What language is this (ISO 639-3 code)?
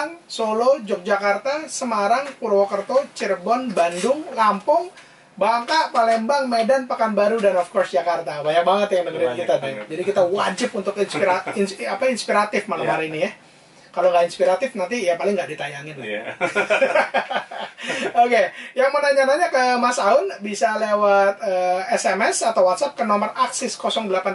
ind